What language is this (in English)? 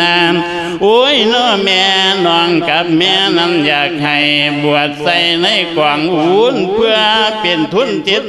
Lao